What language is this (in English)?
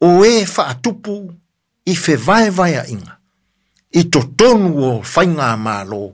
Samoan